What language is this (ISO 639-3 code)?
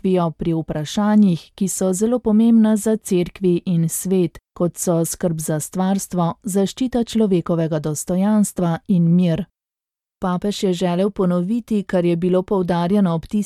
slv